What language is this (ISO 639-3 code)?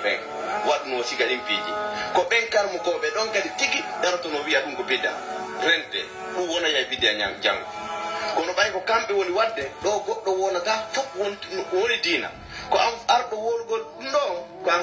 fuf